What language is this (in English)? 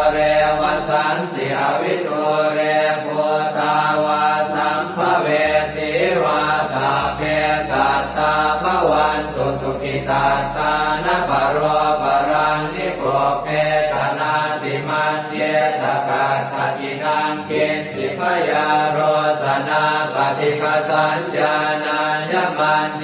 Pali